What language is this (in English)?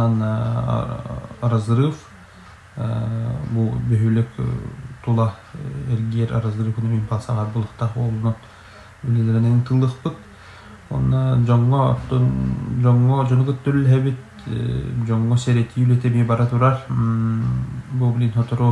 Yakut